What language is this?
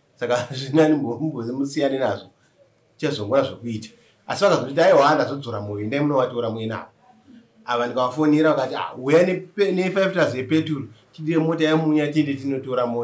Shona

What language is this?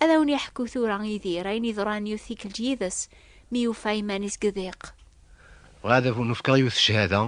Kabyle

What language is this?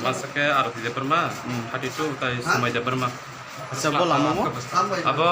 Kok Borok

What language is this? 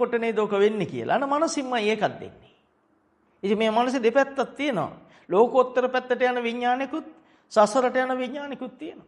Sinhala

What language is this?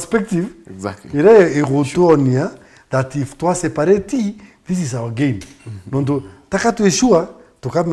Meru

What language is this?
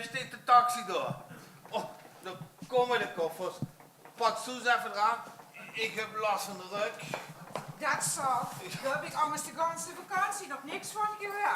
Limburgish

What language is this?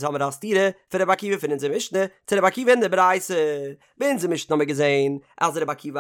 Yiddish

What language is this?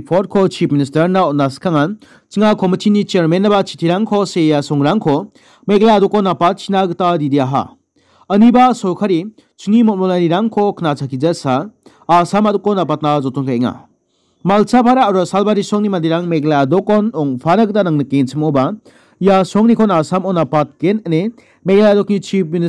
Garo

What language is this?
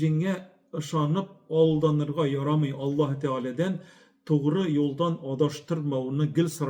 Tatar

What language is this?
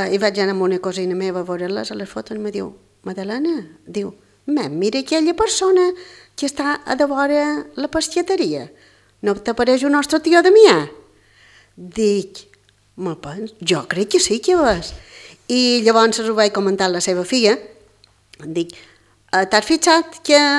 Catalan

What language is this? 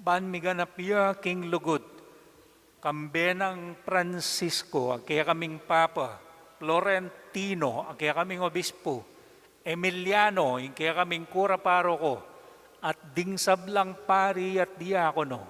Pampanga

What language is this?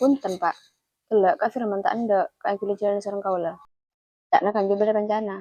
Madurese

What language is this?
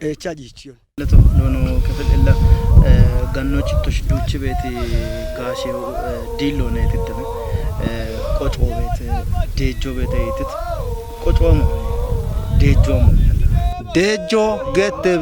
Kafa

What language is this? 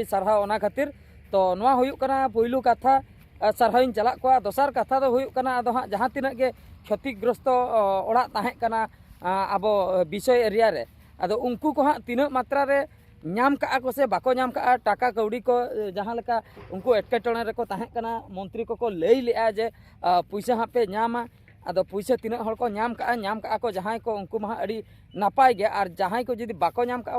Santali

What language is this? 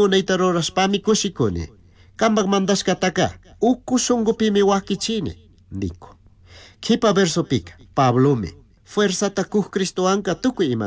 Chimborazo Highland Quichua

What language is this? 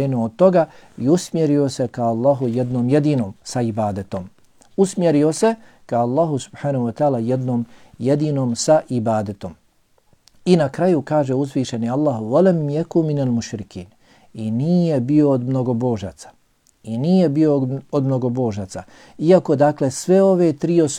Bosnian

